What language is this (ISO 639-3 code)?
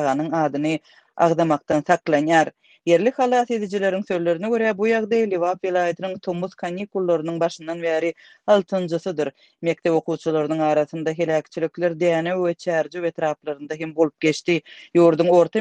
tuk